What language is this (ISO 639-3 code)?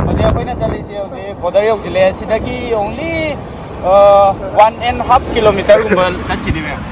mni